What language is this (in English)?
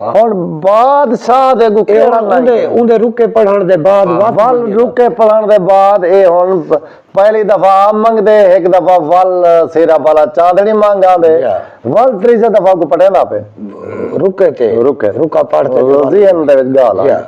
Saraiki